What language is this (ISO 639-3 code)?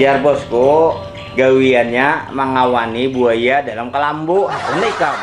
bjn